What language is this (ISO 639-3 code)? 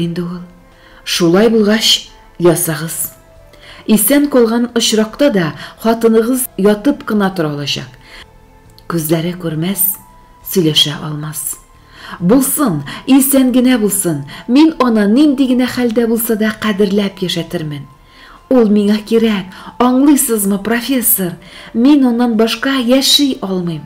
tat